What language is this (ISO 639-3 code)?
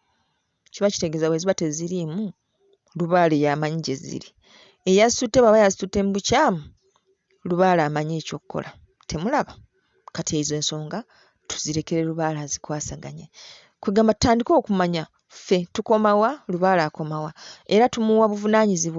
lug